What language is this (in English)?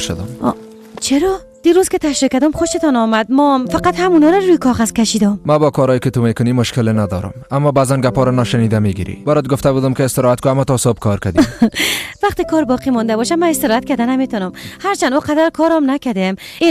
Persian